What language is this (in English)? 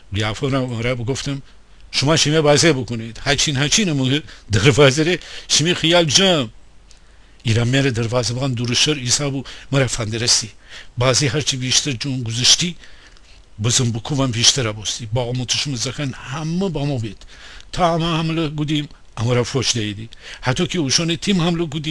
Gilaki